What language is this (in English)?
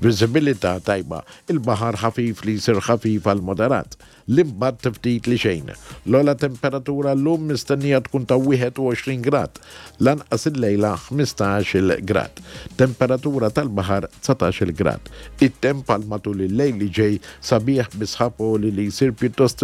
Maltese